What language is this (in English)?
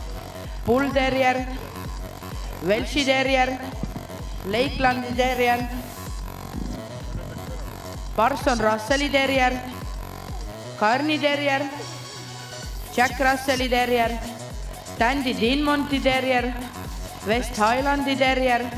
Estonian